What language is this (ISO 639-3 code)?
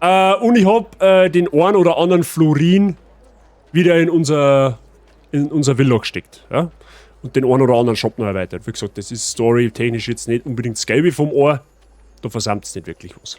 bar